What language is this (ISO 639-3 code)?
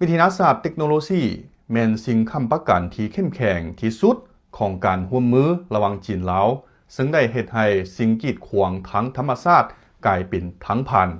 lao